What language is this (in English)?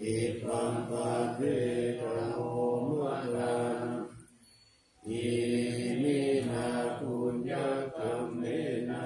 Pali